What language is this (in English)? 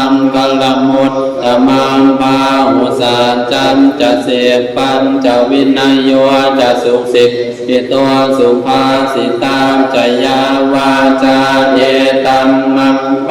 Pali